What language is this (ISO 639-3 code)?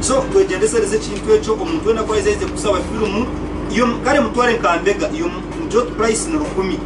nyn